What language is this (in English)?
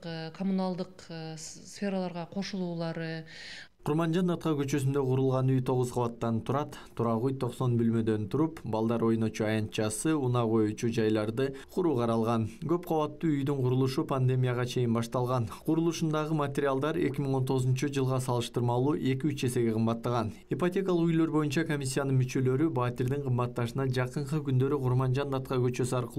Kyrgyz